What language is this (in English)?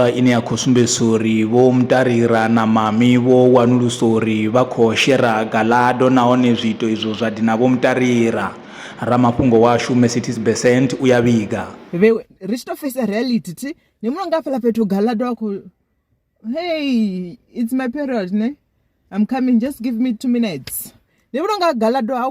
Venda